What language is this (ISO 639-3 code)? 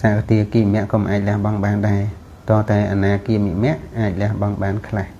khm